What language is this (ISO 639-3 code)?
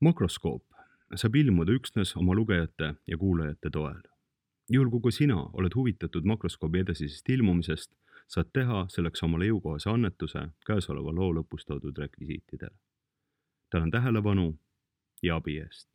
est